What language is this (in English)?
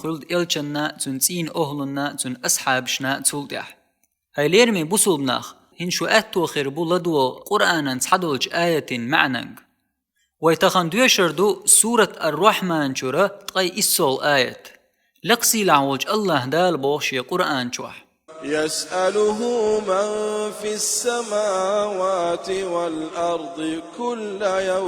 Chechen